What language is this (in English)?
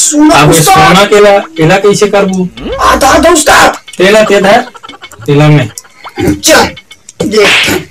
Chhattisgarhi